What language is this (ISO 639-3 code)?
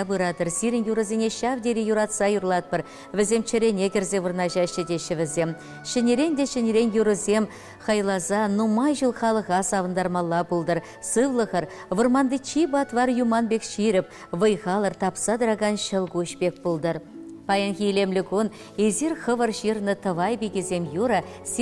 chv